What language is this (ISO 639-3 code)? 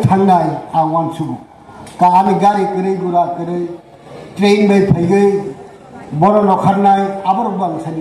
ria